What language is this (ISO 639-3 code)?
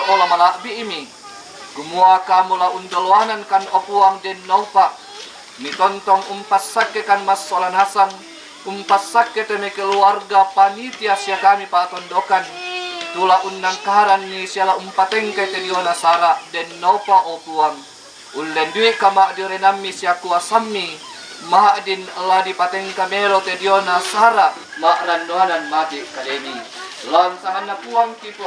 sda